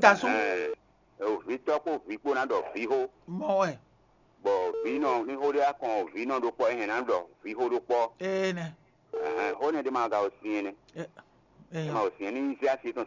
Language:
Fon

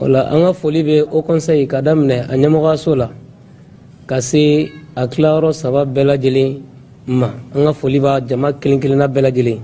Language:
Bambara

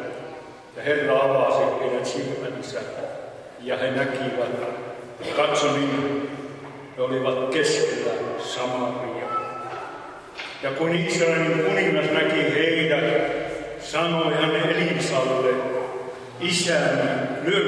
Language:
Finnish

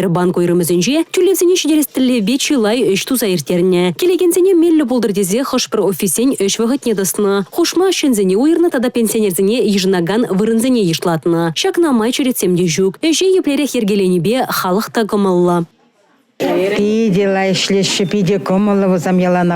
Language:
Chuvash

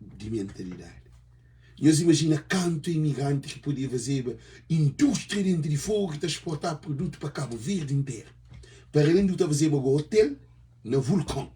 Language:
Kabuverdianu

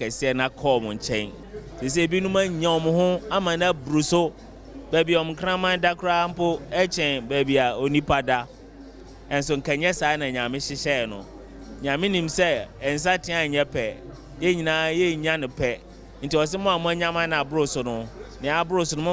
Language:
Akan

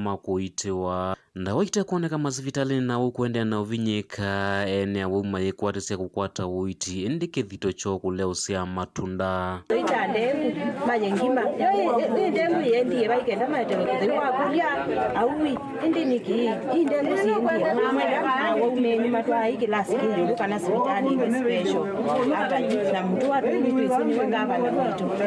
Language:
Kamba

